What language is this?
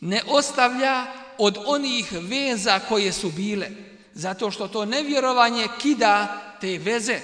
Bosnian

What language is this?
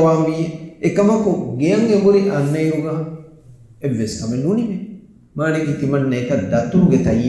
Divehi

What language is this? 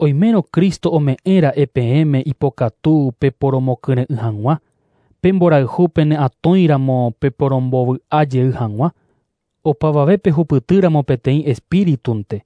Guarani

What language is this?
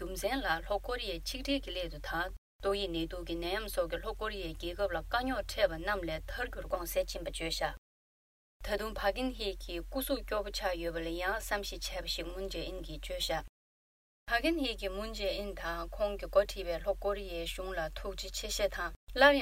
Tibetan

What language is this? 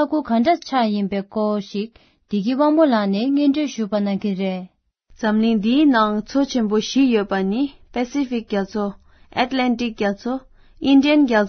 Tibetan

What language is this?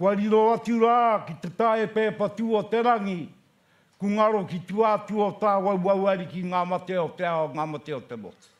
Māori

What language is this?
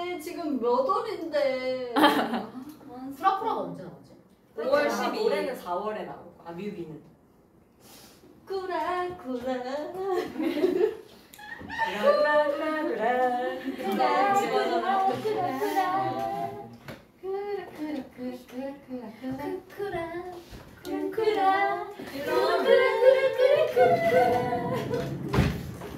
Korean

